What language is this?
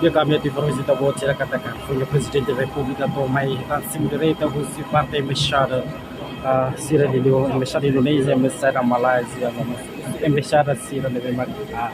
Tetum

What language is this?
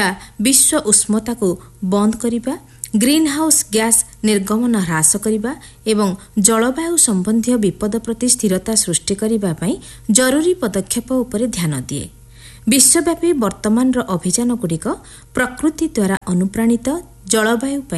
Odia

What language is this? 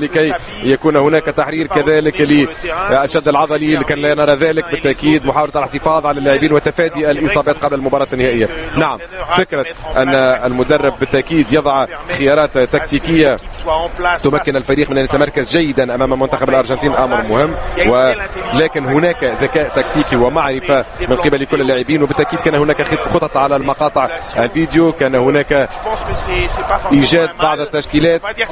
Arabic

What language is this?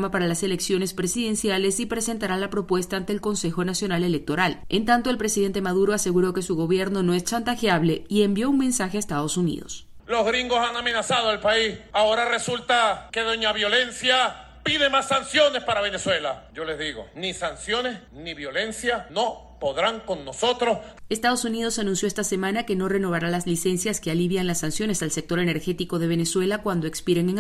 Spanish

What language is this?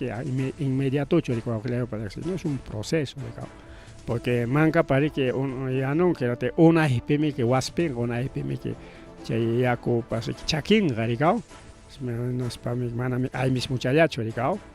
Ayacucho Quechua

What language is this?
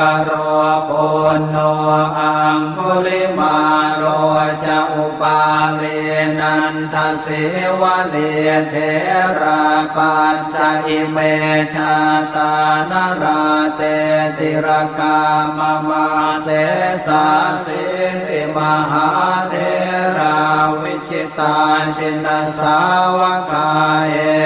Pali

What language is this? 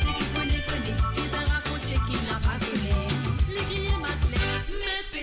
Morisyen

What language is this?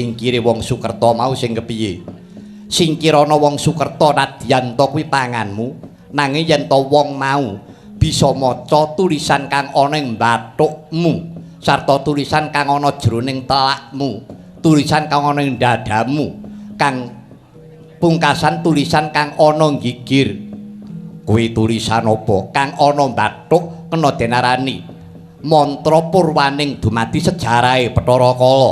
Javanese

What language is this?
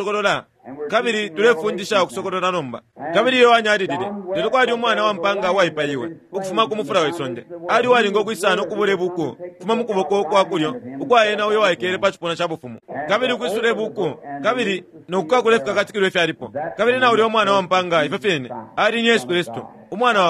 Bemba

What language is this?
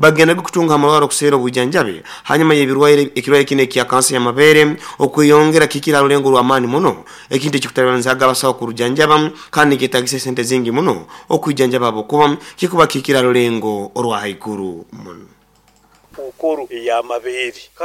Nyoro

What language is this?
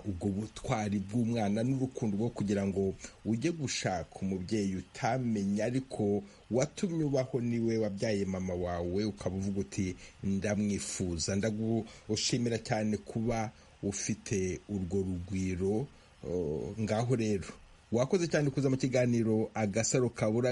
Kinyarwanda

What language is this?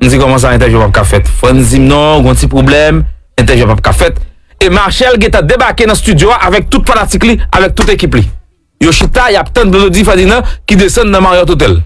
Haitian Creole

